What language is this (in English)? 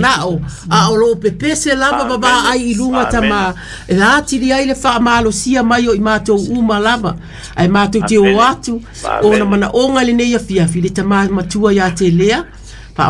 Samoan